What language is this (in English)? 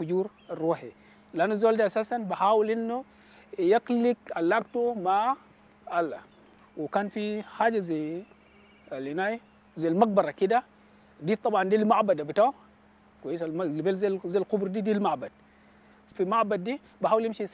Dinka